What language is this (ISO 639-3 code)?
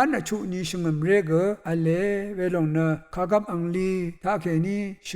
raw